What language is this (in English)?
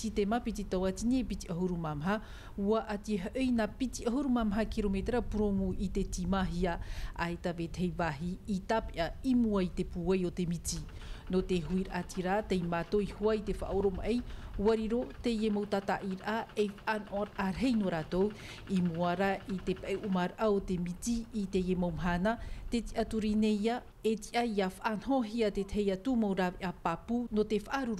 Tahitian